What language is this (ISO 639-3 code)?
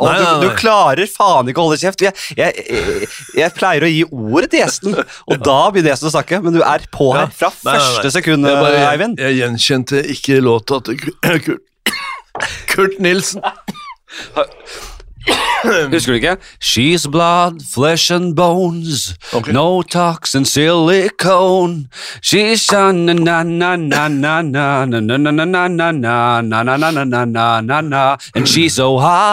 nor